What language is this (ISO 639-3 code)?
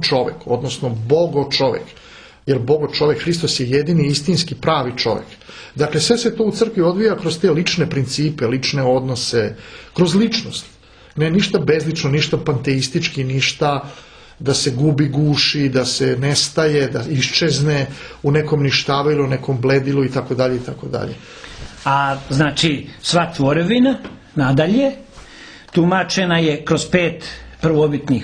srp